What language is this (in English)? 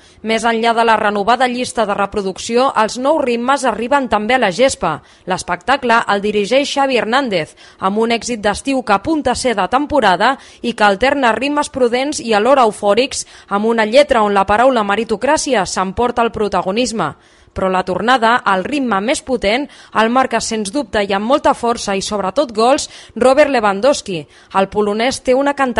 Catalan